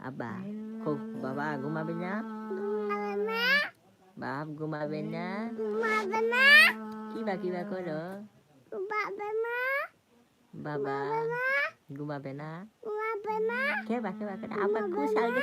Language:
Sylheti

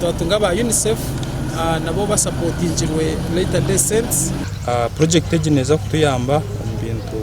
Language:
Nyankole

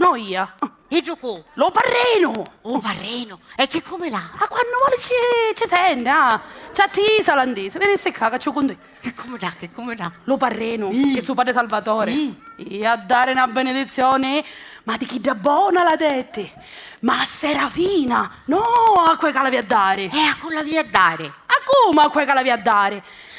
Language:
Sicilian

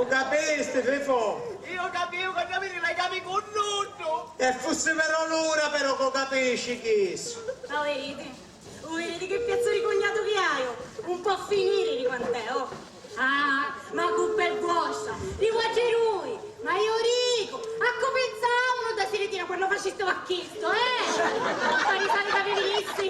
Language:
Sicilian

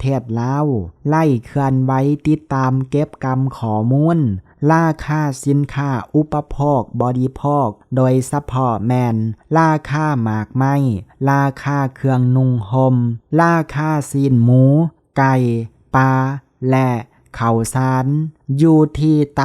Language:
Lao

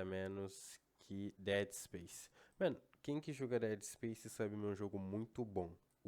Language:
Kabuverdianu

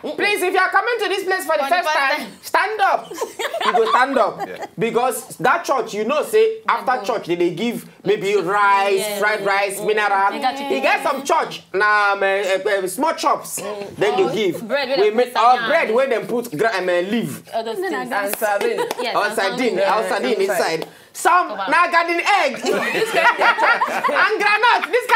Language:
Nigerian Pidgin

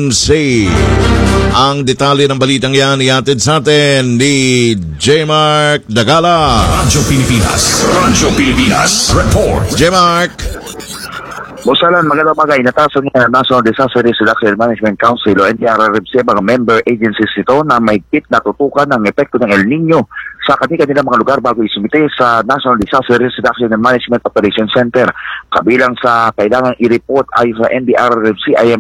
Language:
Filipino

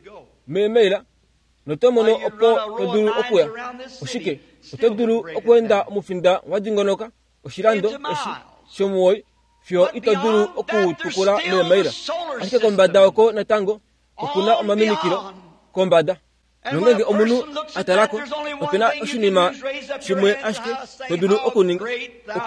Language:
Kuanyama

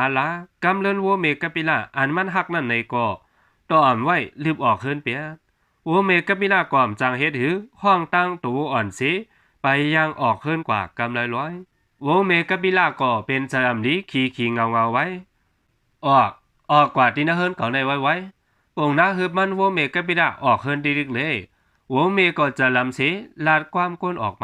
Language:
Shan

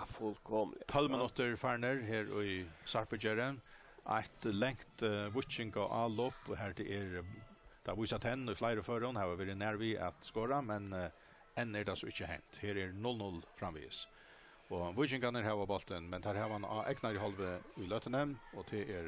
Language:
Faroese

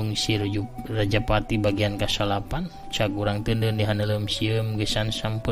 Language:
Sundanese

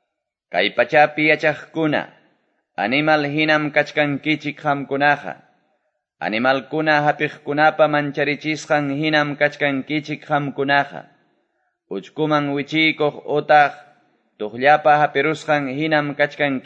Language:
Quechua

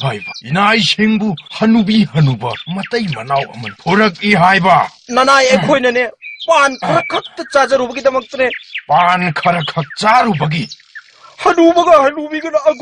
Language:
Manipuri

